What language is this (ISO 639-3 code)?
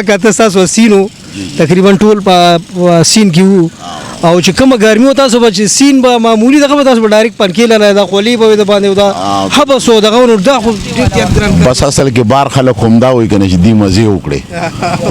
pus